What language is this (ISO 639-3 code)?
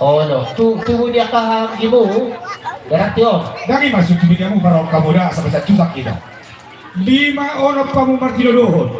bbc